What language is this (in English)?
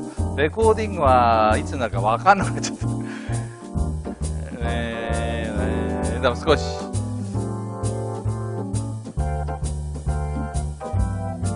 Japanese